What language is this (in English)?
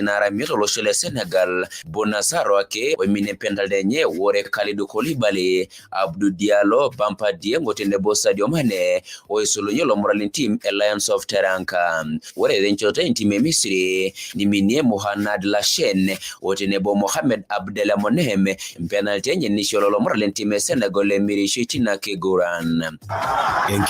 Masai